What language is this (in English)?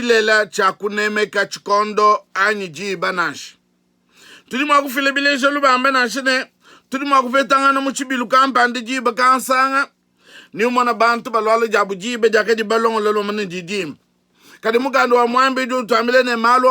Luba-Lulua